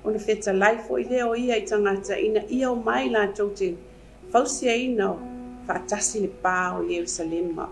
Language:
Samoan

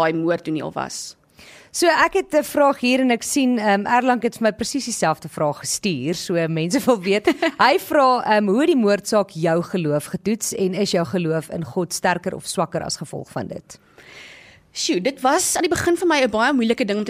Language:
Afrikaans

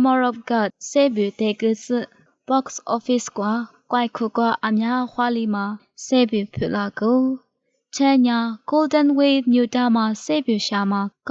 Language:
Lisu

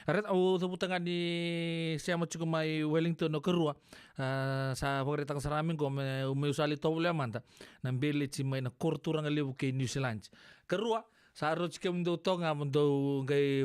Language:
Fijian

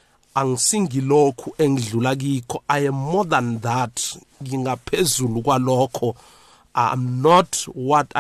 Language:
South Ndebele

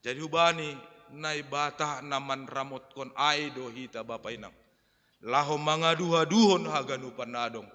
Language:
Batak Simalungun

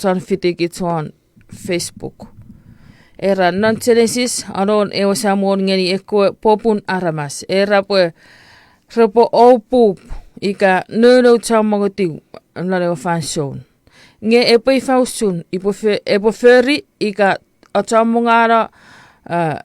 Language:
Chuukese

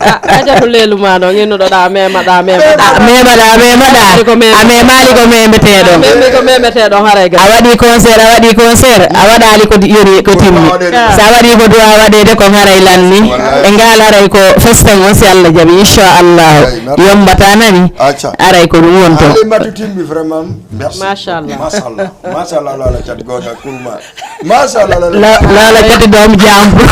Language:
Fula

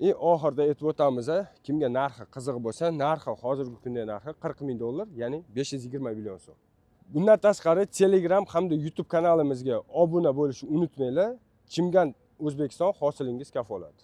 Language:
Uzbek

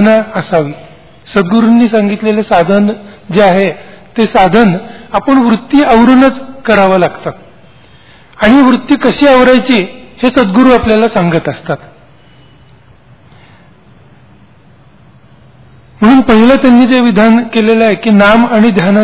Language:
Marathi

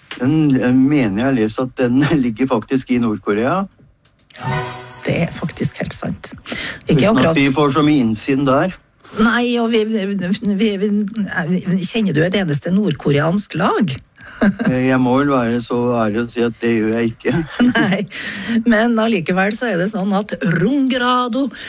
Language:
Norwegian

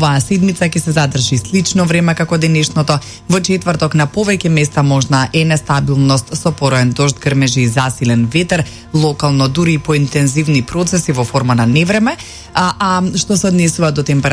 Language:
Macedonian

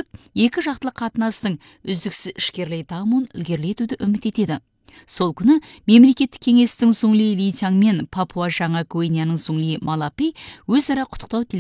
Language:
Kazakh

